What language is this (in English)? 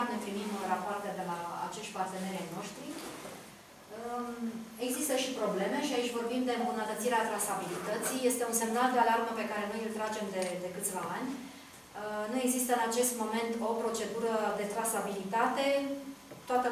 Romanian